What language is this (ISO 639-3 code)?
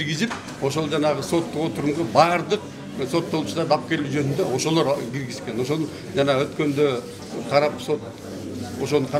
kir